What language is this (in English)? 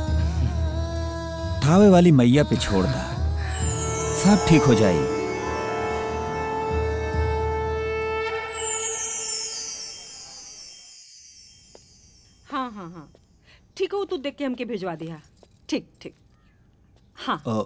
Bhojpuri